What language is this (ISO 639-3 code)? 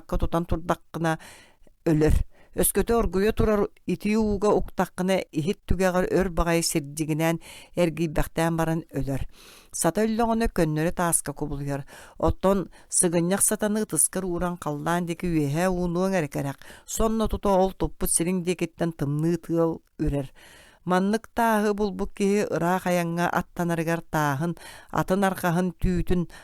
sah